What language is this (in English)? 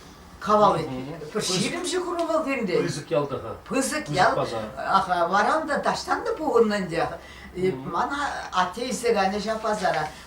Chuvash